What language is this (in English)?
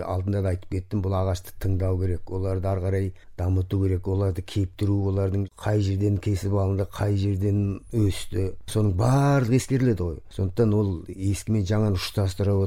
Kazakh